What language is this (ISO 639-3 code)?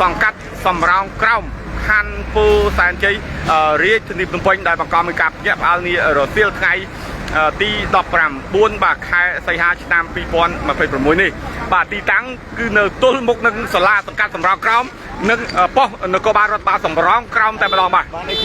khm